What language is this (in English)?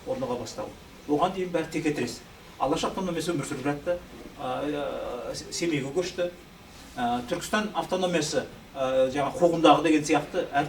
Kazakh